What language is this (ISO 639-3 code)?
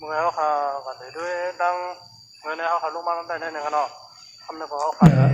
shn